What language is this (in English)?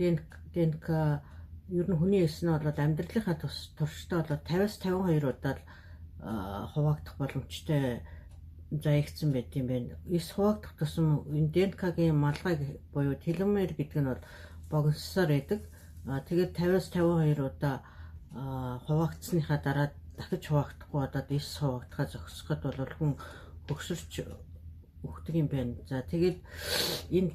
Mongolian